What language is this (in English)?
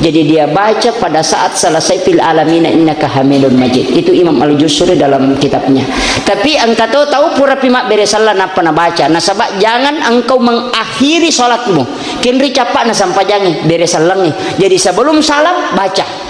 Buginese